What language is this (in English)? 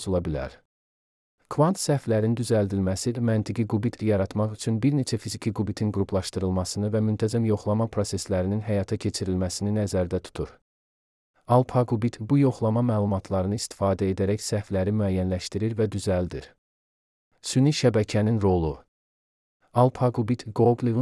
Azerbaijani